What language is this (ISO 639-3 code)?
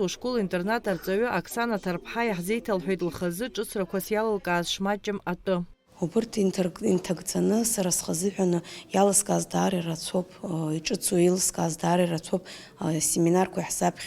abk